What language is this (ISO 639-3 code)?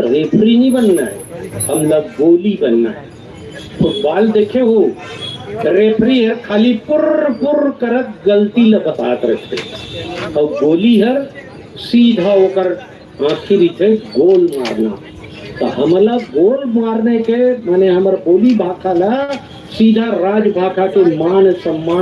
hne